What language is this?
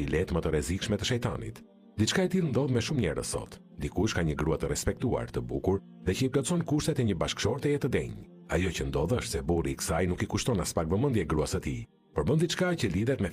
Albanian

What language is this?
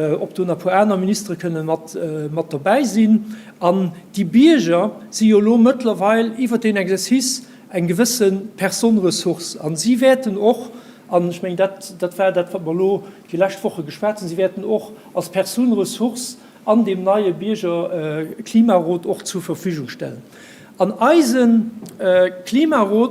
Luxembourgish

